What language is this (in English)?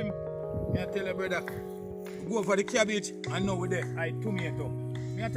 Jamaican Creole English